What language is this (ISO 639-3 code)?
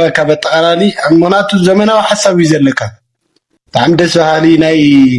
tir